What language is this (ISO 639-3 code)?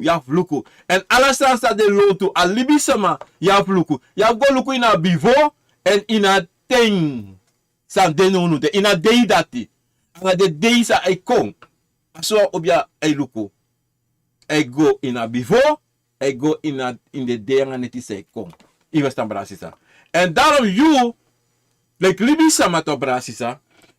srn